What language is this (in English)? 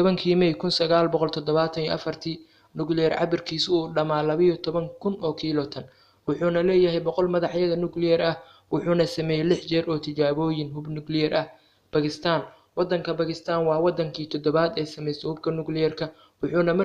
Somali